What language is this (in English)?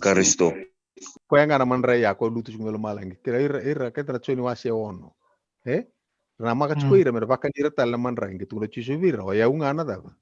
Fijian